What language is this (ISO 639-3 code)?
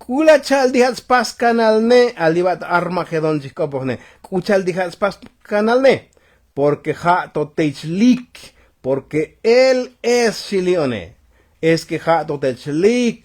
tzo